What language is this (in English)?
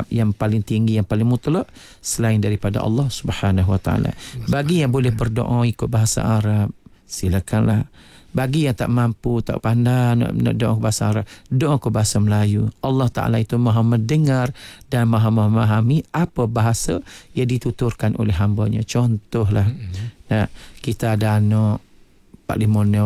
Malay